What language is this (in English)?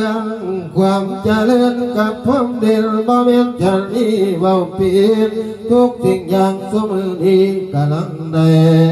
Northeastern Thai